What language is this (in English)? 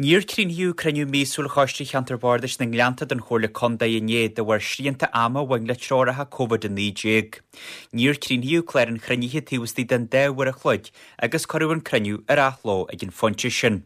Irish